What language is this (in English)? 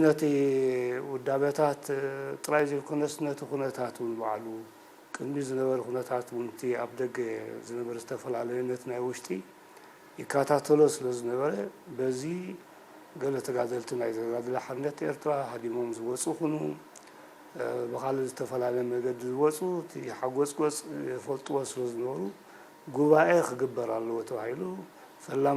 Tigrinya